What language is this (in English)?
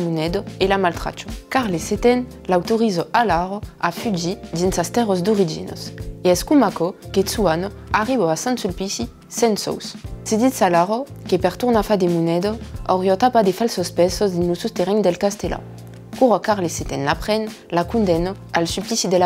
Occitan